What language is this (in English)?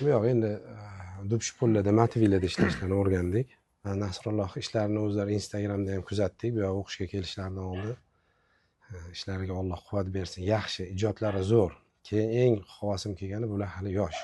Uzbek